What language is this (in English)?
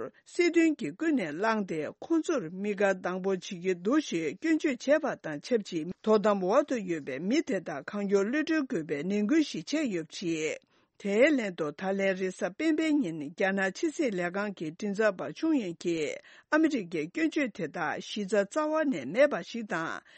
Tibetan